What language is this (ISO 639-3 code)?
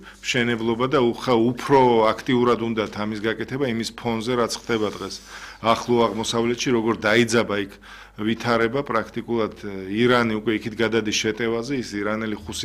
kat